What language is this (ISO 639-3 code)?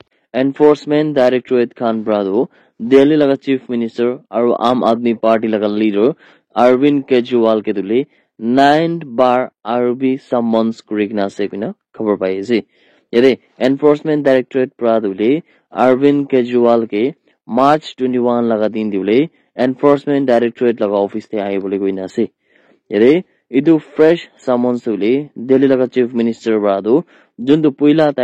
nag